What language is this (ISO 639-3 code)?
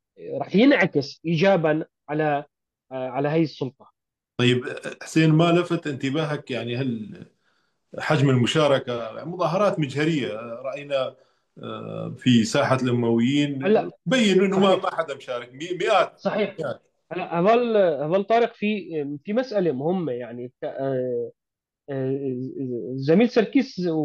apc